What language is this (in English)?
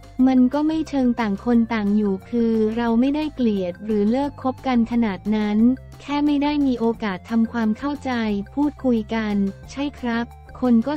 Thai